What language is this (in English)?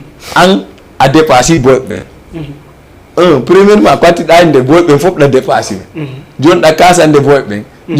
Fula